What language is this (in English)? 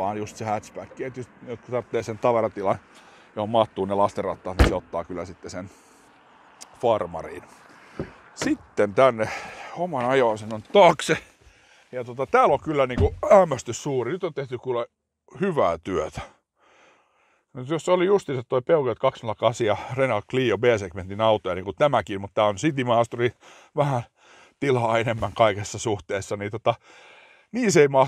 Finnish